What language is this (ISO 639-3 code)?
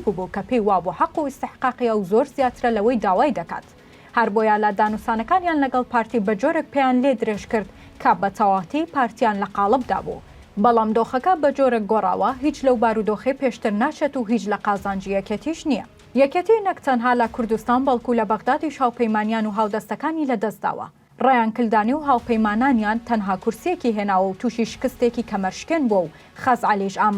ckb